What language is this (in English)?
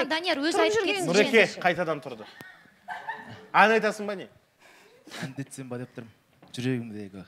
Kazakh